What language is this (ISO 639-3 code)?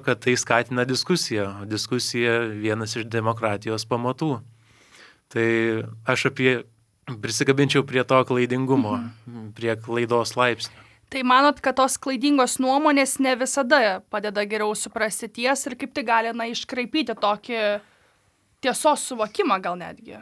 lit